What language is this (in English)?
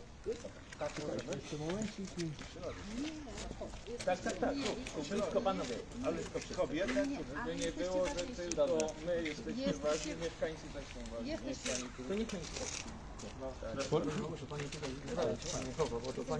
Polish